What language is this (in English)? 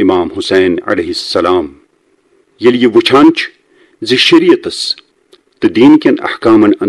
Kashmiri